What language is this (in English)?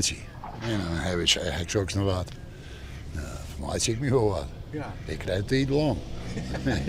Western Frisian